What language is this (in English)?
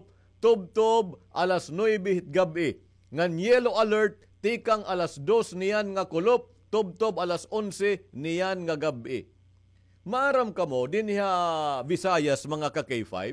Waray